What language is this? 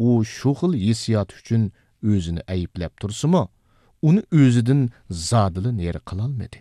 Uyghur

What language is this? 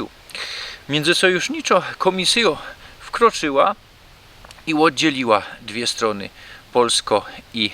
Silesian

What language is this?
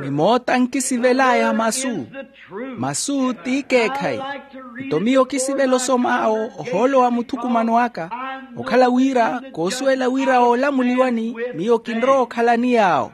Makhuwa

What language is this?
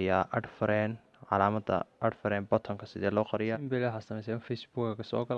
Somali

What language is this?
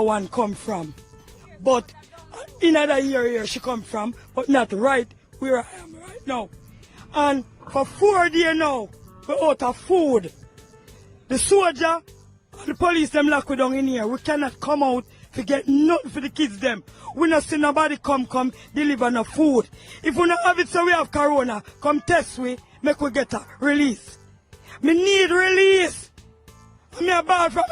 Jamaican Creole English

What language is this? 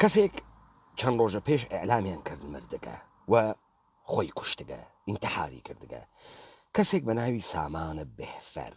Central Kurdish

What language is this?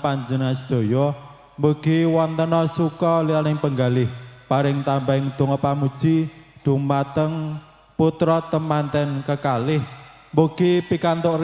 Javanese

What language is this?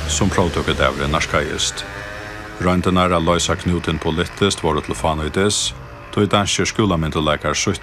Faroese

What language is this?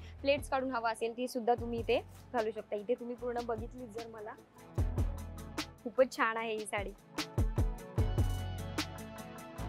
Marathi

